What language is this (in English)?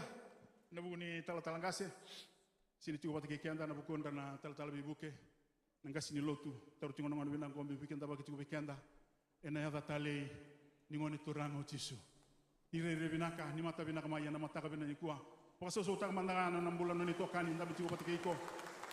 Fijian